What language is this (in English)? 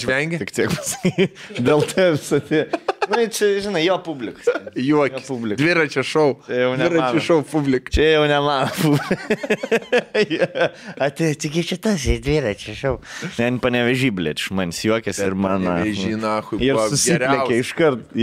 Lithuanian